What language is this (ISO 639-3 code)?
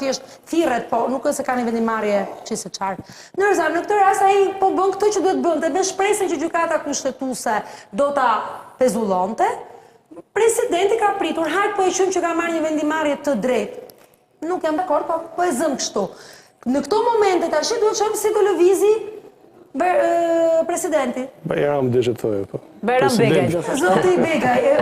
sqi